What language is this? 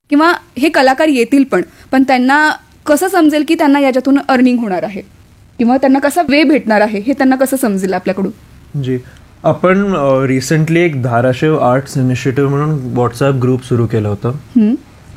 Marathi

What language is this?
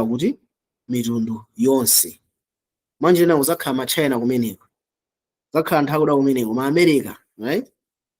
Nyanja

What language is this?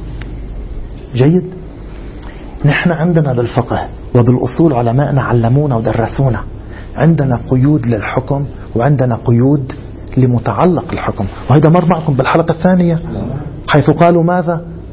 Arabic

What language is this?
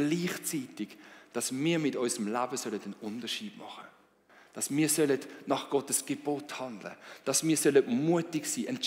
Swiss German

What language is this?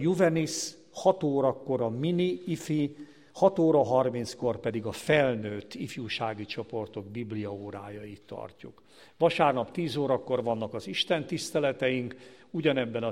Hungarian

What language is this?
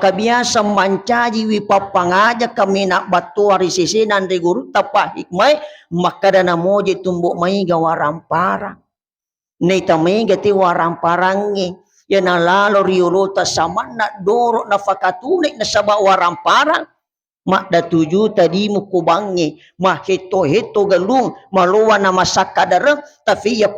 Buginese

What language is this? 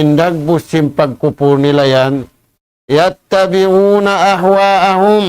Tausug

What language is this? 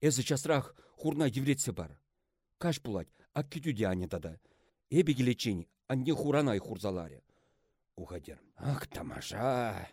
Chuvash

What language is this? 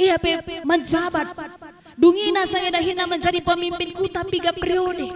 Batak Karo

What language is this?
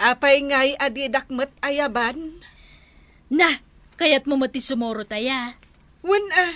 Iloko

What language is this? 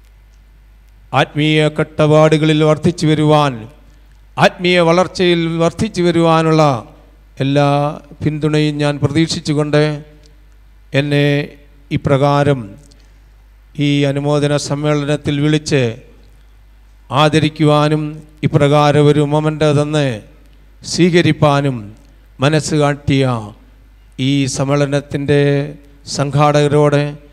Malayalam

